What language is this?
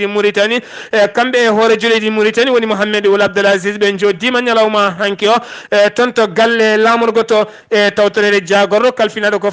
Fula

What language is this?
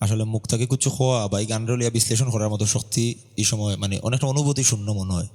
Sylheti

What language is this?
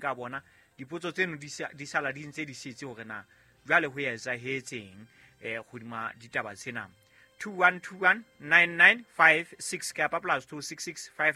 Southern Sotho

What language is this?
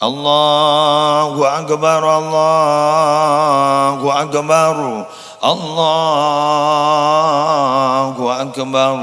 Madurese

